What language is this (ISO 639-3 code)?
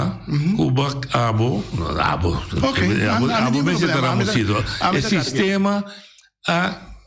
pap